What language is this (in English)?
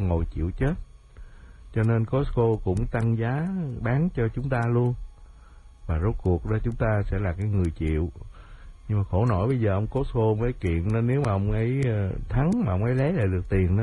Vietnamese